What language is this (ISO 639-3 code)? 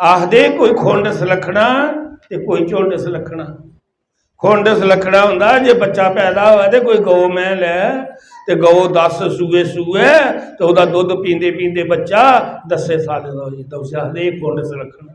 doi